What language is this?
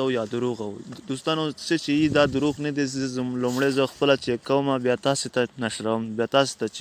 Pashto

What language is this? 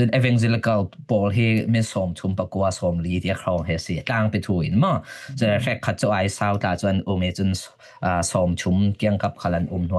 Falam Chin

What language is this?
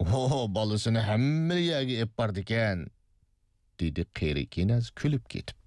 Uyghur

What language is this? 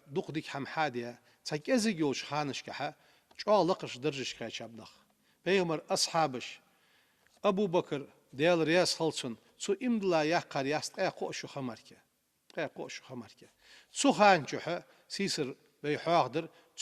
Ingush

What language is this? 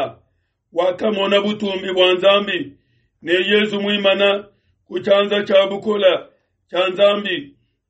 Luba-Lulua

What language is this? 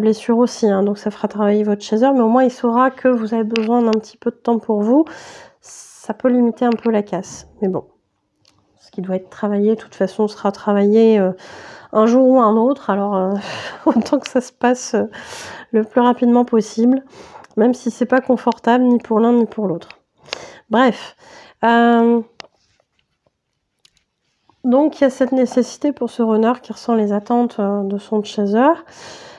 French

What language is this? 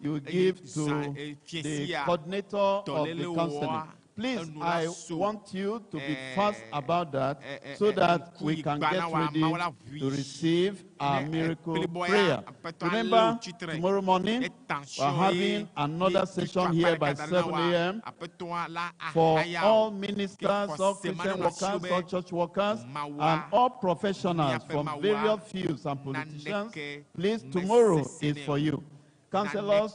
Ewe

